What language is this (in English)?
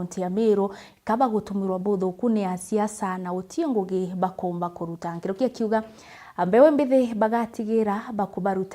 Meru